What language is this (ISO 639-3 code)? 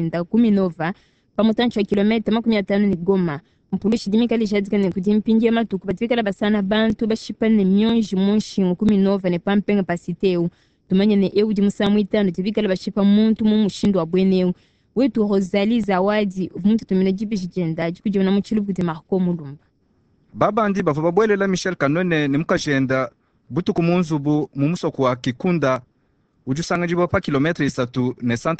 lua